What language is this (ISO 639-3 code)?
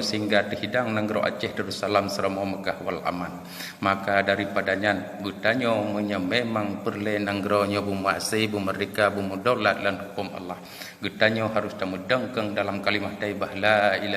ace